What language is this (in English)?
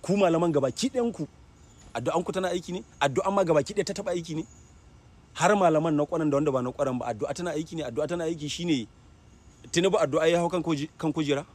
Hausa